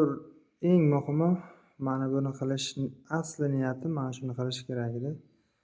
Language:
Uzbek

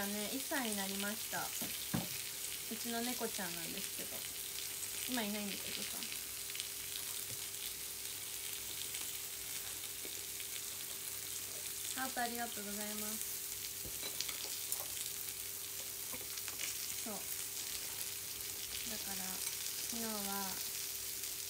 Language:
Japanese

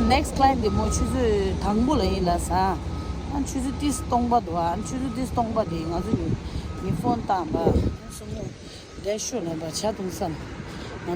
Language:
Tibetan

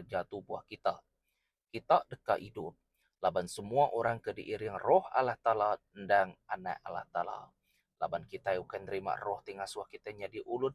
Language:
Iban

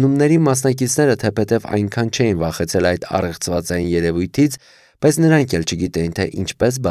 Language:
Armenian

